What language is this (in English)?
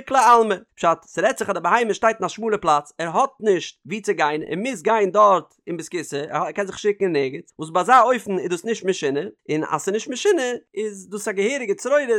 Yiddish